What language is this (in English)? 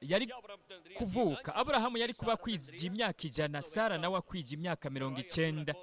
Rundi